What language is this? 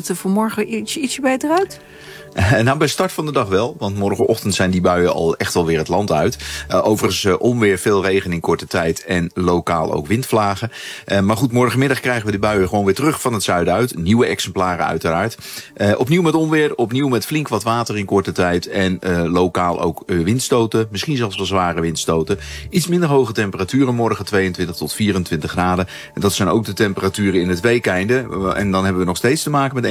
Dutch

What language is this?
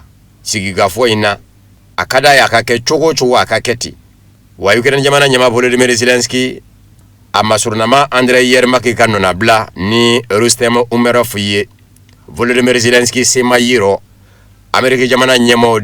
Bambara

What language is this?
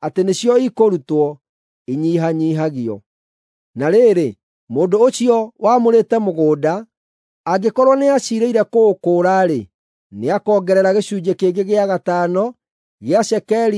Kikuyu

